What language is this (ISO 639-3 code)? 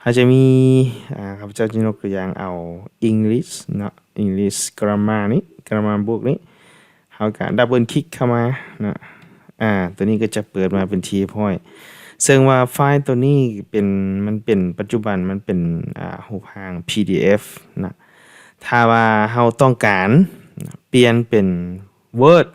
lao